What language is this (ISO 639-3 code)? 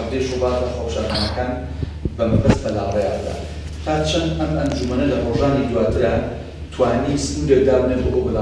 ckb